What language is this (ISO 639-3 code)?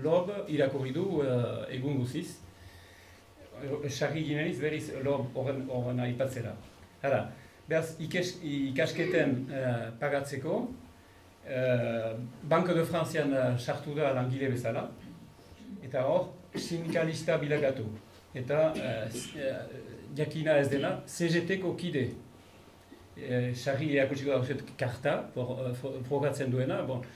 eus